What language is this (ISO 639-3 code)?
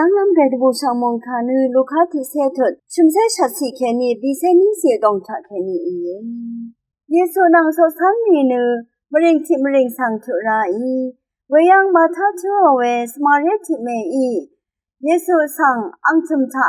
raw